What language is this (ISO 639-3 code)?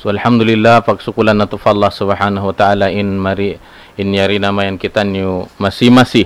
tsg